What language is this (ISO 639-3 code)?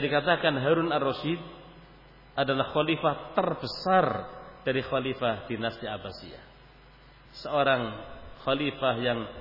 ind